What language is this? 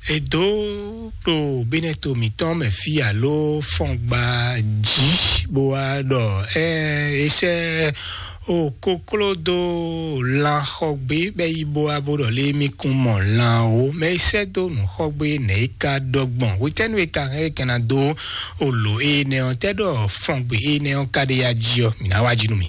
Fon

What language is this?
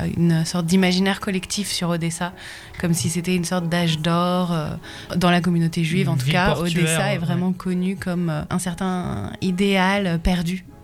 French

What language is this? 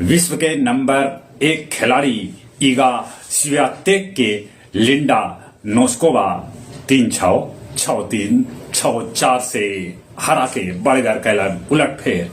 Magahi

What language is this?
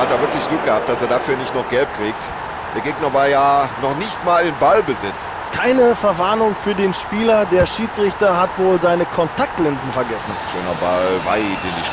Bavarian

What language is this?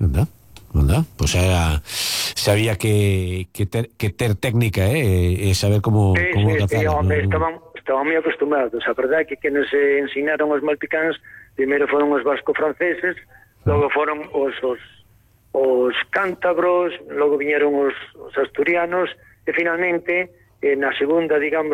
Galician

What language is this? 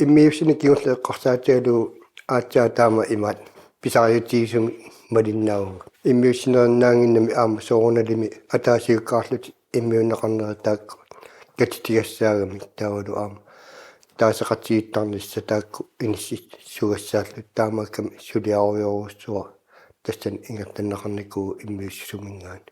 Kalaallisut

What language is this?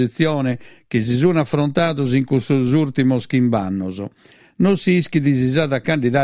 Sardinian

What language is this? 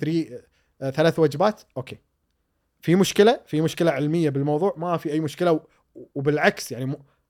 Gulf Arabic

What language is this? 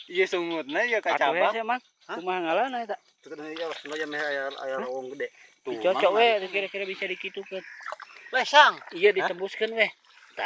Sundanese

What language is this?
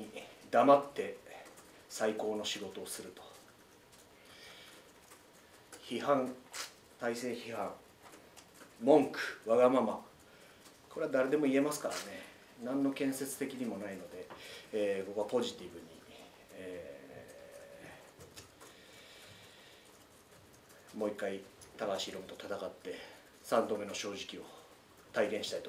Japanese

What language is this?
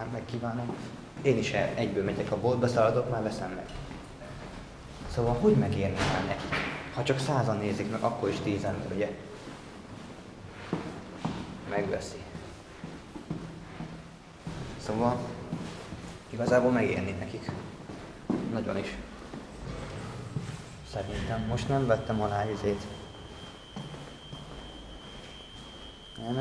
Hungarian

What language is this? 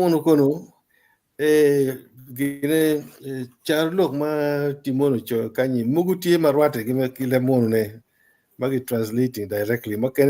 Acoli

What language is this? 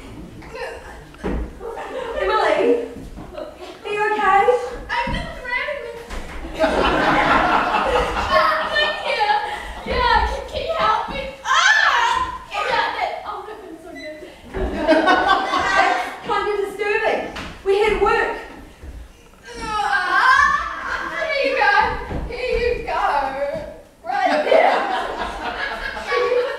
English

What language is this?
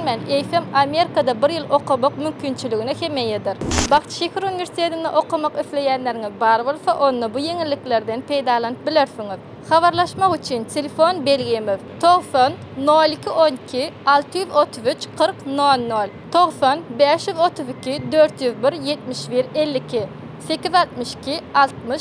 Turkmen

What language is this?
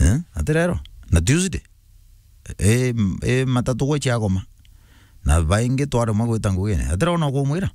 Meru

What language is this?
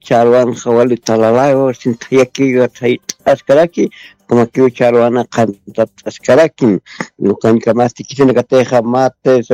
Aymara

